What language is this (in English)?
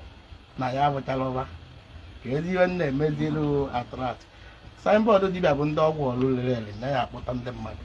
Igbo